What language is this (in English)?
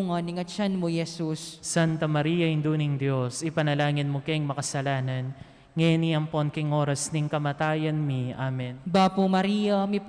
Pampanga